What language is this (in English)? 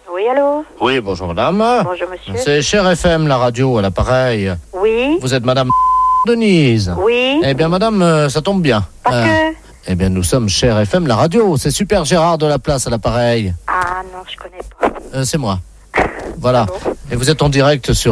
French